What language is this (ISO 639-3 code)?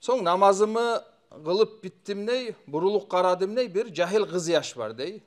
kum